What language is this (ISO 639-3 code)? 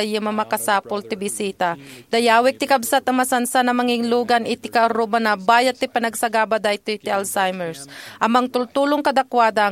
ilo